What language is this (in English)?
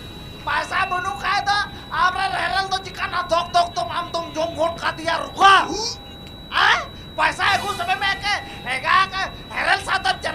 Santali